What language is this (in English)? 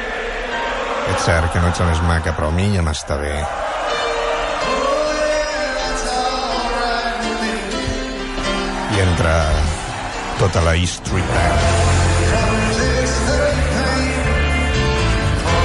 Catalan